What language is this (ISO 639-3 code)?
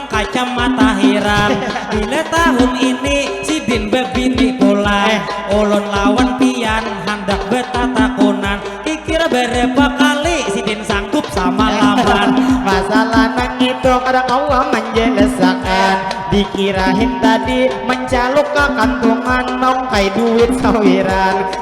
bjn